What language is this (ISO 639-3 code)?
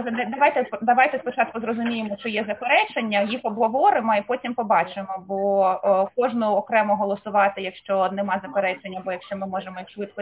ukr